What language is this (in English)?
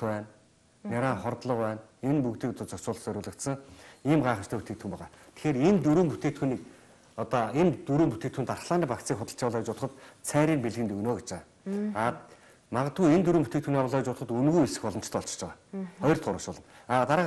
Mongolian